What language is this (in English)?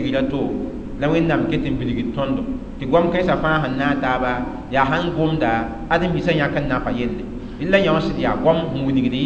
Mossi